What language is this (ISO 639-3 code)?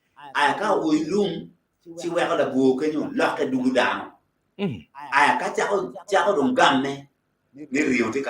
ach